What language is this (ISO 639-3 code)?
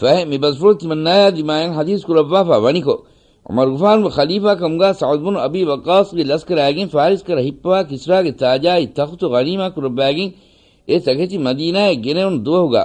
div